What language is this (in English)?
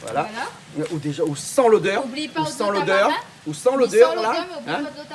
Réunion Creole French